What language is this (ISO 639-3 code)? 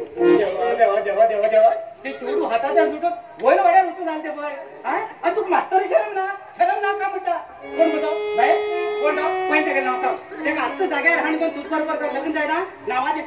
kok